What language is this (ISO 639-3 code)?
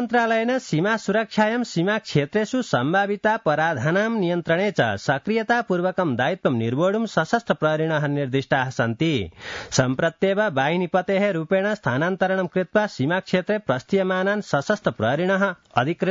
san